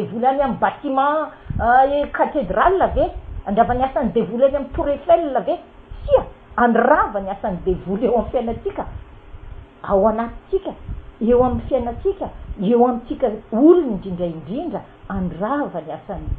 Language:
Malagasy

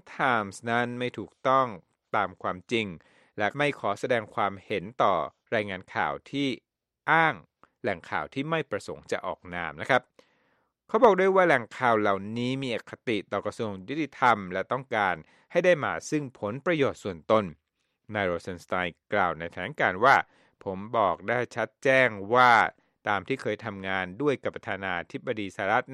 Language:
Thai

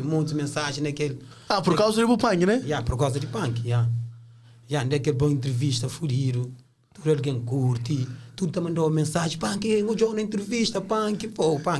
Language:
Kabuverdianu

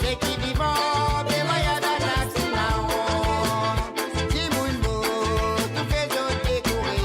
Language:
Morisyen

